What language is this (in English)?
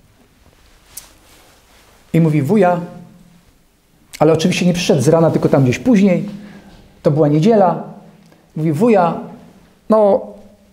Polish